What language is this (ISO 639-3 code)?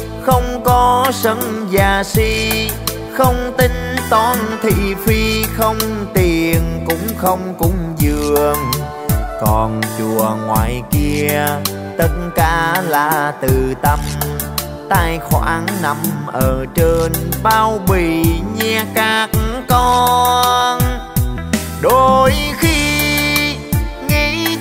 vie